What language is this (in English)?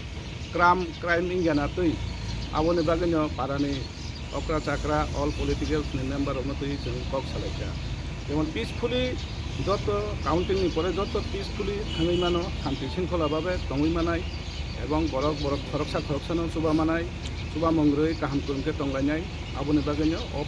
Kok Borok